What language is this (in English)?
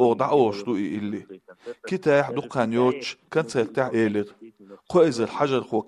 Chechen